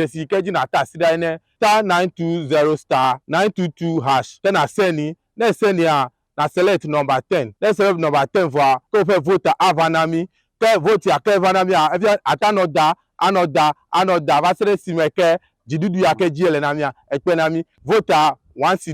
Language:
Ewe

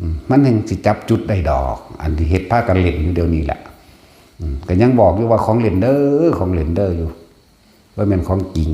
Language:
Northeastern Thai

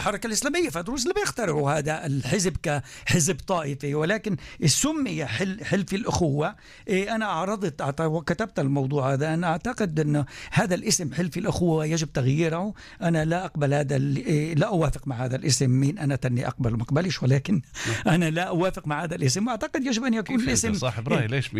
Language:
North Levantine Arabic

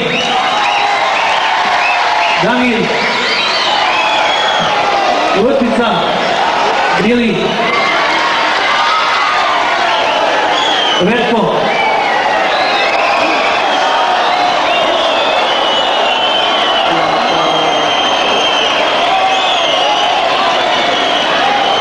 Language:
Croatian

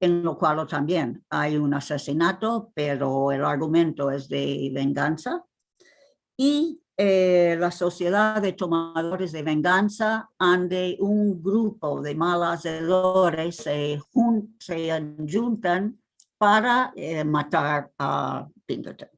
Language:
Ladino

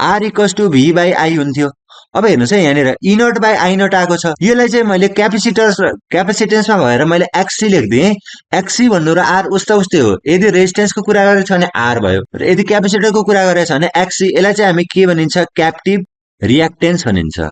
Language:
Nepali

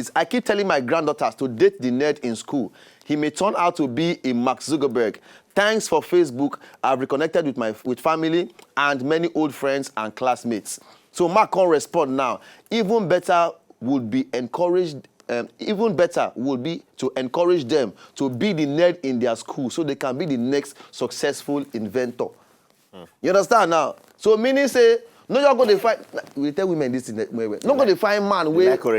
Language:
Nigerian Pidgin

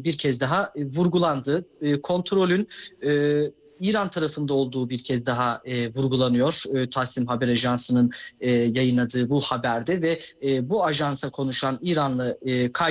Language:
Turkish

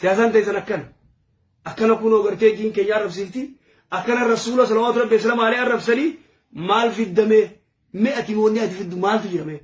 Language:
Oromo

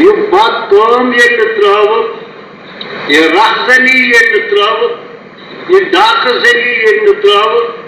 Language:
Kashmiri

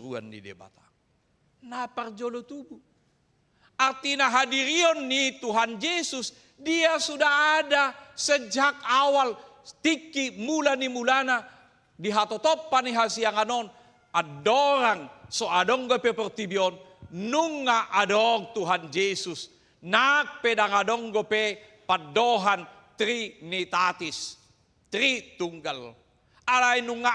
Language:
Batak Toba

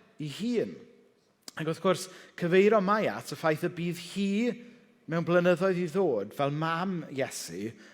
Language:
Welsh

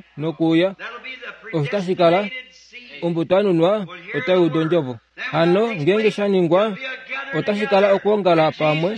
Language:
Kuanyama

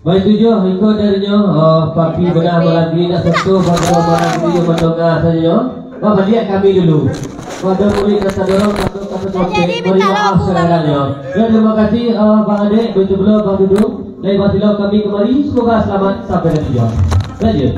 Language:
Minangkabau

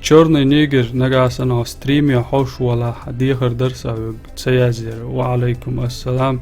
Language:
Chechen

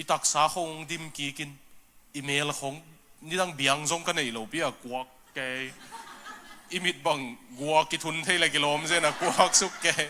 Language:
Tedim Chin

